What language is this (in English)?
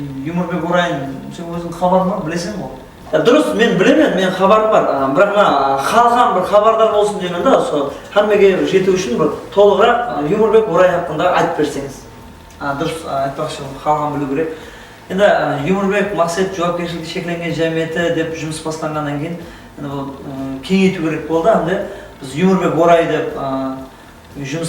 Kara-Kalpak